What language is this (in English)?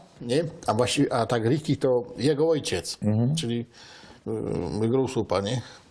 Silesian